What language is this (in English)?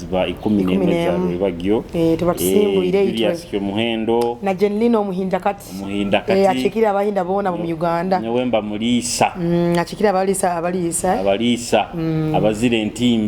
Nyoro